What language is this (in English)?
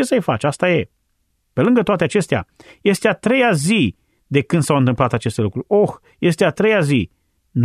Romanian